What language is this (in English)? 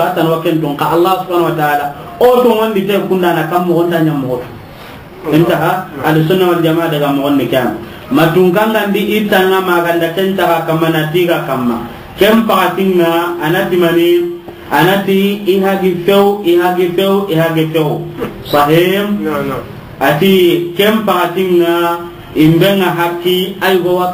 Soninke